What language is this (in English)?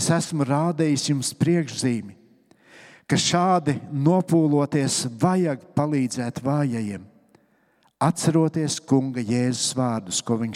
Latvian